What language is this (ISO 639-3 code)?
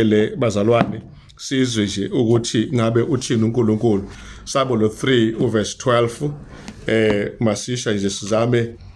zul